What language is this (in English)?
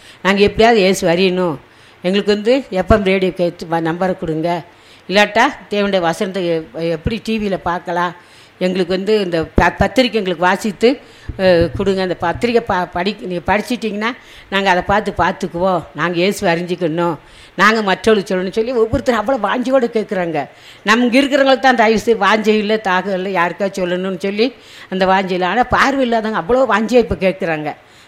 Tamil